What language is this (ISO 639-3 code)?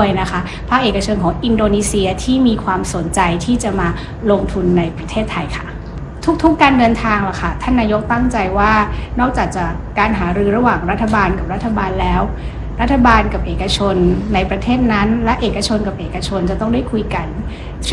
tha